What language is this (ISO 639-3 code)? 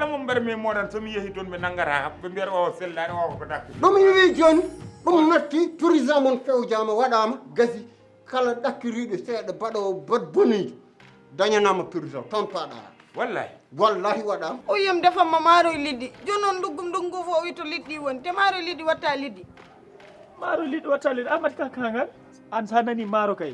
ful